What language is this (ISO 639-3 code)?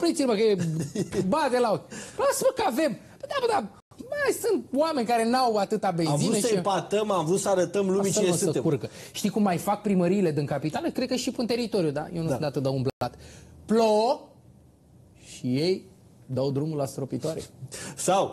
ron